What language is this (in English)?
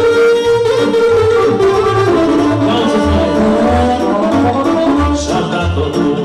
Romanian